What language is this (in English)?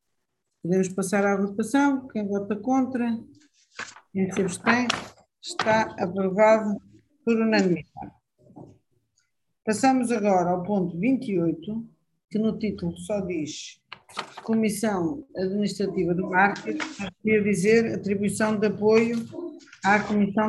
Portuguese